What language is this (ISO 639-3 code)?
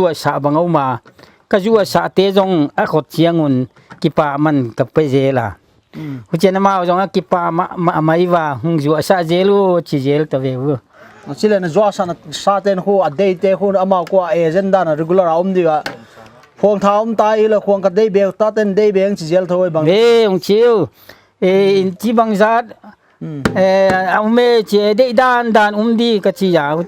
pck